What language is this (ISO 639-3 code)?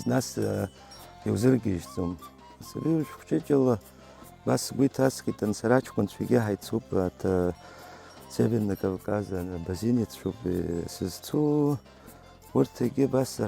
abk